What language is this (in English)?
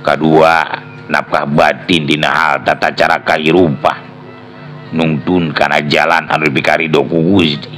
Sundanese